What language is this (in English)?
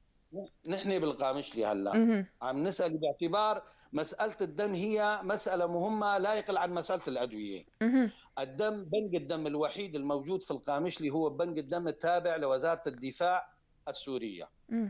North Levantine Arabic